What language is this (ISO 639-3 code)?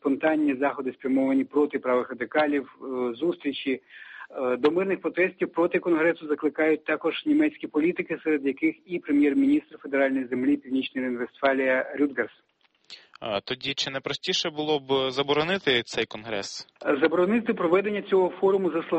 ukr